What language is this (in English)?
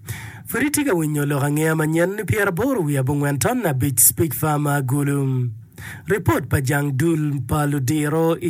Acoli